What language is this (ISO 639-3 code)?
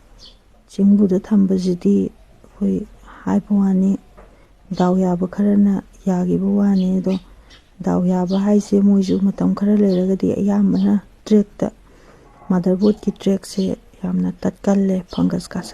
mni